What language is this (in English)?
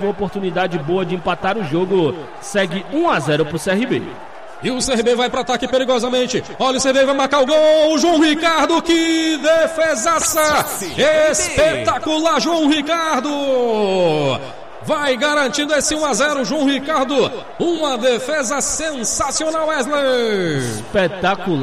Portuguese